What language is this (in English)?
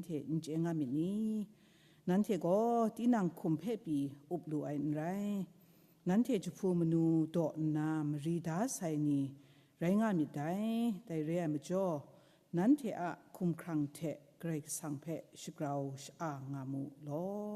Kachin